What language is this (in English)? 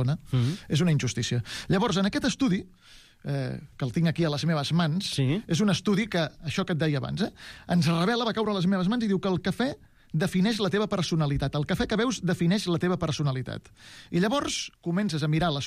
Catalan